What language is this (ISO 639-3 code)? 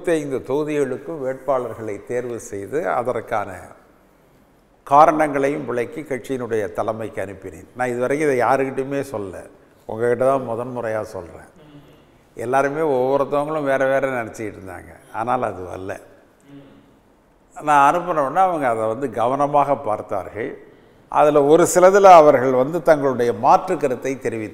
tam